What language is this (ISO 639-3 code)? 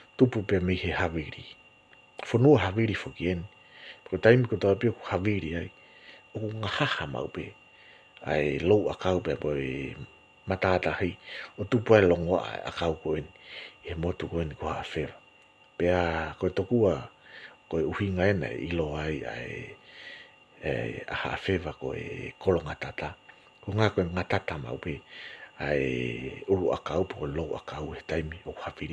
ton